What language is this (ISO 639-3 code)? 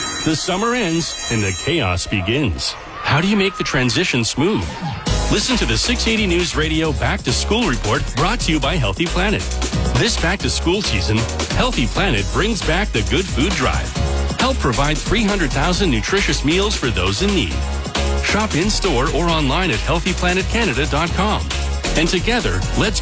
eng